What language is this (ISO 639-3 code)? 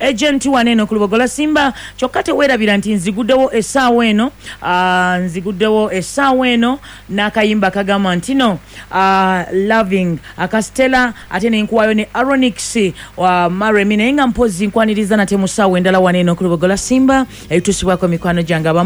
lug